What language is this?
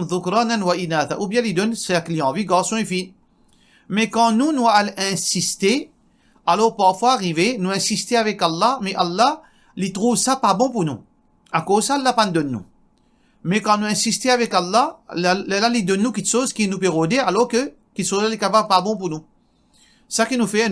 Morisyen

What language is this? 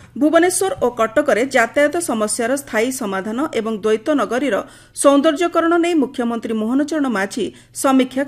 Odia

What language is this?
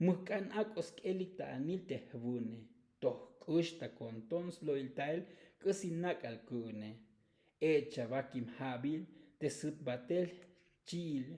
Tzotzil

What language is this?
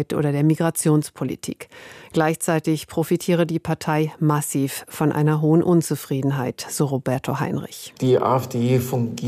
German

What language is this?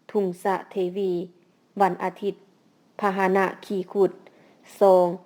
Lao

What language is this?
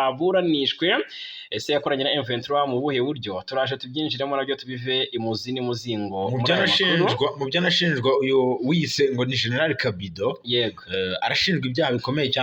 Kinyarwanda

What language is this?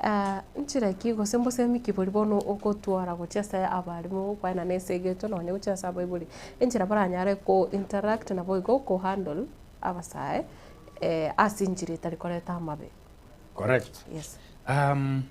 Gusii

